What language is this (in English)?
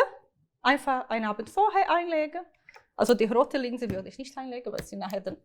Swiss German